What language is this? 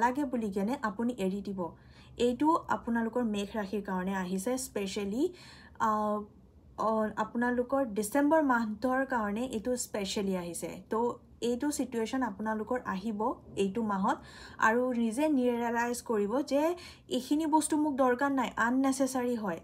Assamese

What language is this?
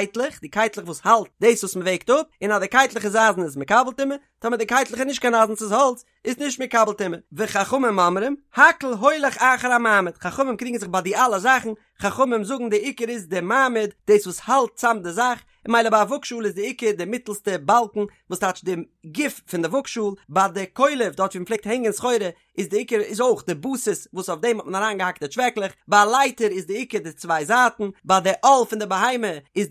Yiddish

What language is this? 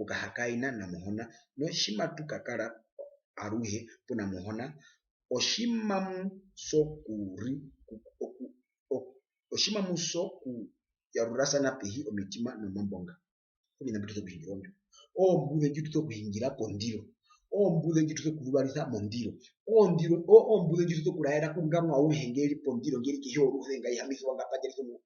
Herero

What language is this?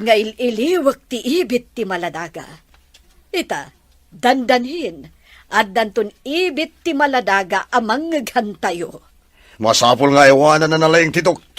Iloko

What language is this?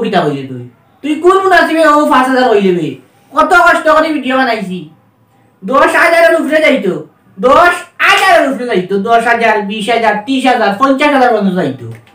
Sylheti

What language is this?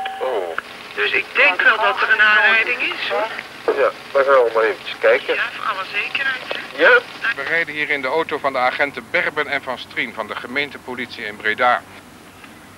Dutch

